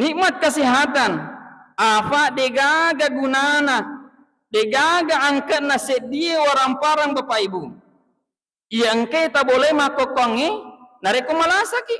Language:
Buginese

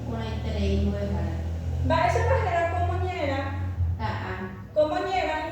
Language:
Guarani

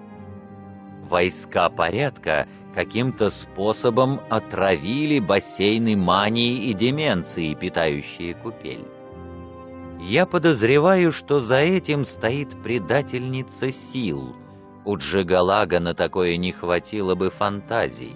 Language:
Russian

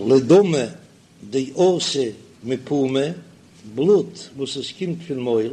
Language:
Yiddish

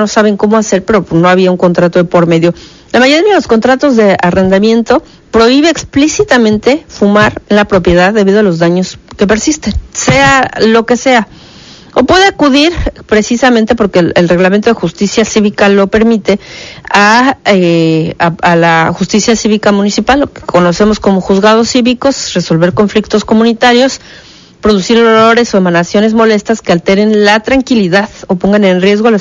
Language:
Spanish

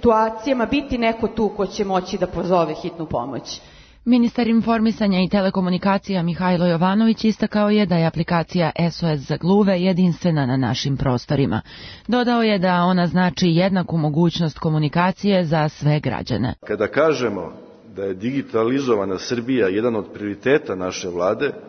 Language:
Serbian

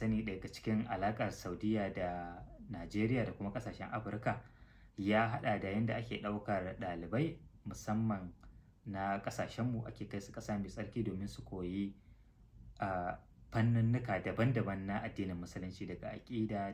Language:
Hausa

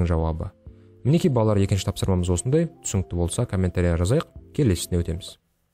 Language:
Kazakh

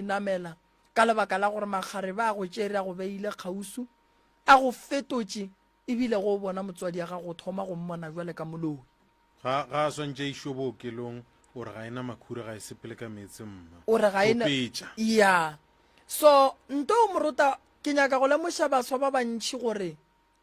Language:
Northern Sotho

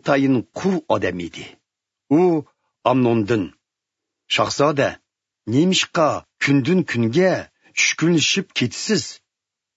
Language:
Uyghur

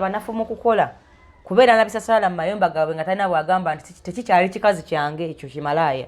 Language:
Ganda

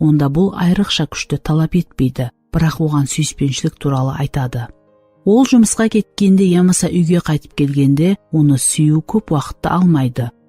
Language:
Kara-Kalpak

